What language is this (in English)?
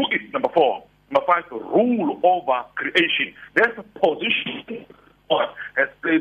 English